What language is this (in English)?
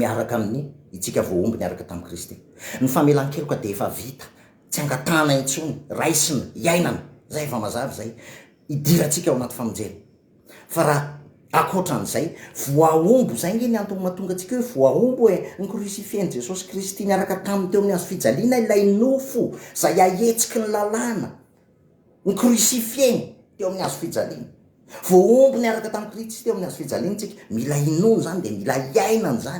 Malagasy